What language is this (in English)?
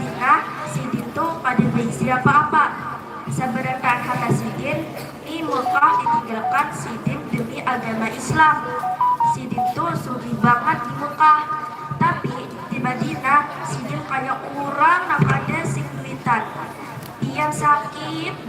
Banjar